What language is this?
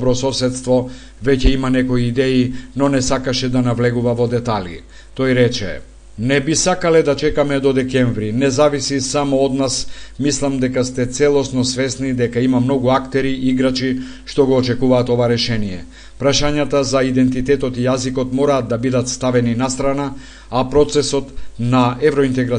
Macedonian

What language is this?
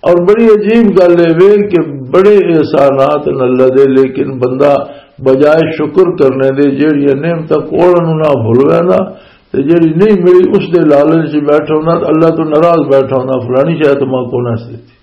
Western Panjabi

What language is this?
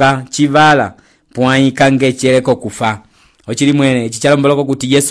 Umbundu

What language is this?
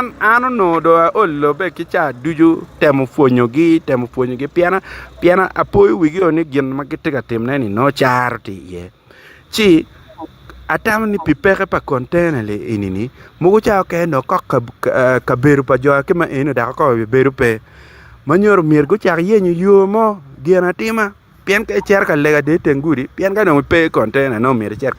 Acoli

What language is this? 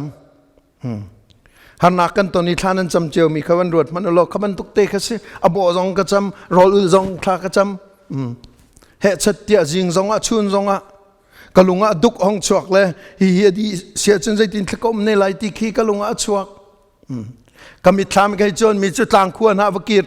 Hakha Chin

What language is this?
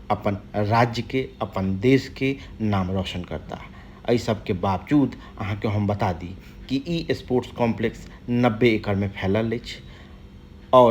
Maithili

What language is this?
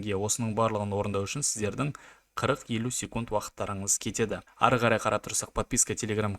Kazakh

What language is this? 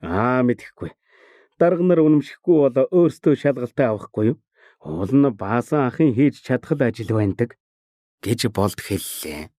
Mongolian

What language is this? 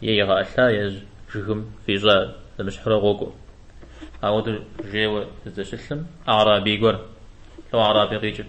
Kabardian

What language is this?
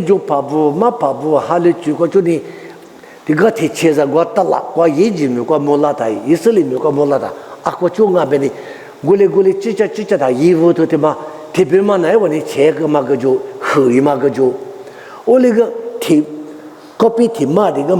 Lisu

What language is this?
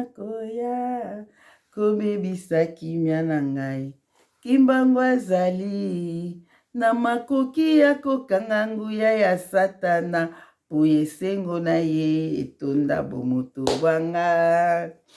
Lingala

